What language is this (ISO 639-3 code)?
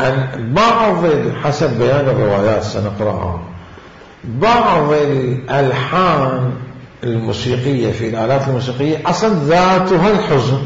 acm